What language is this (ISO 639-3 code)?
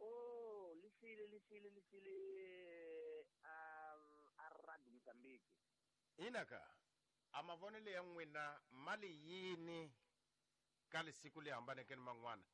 tso